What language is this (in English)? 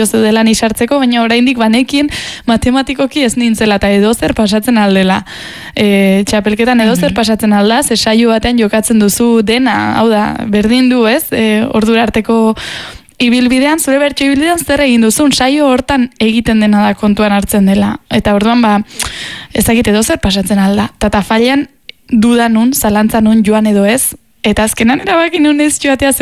Basque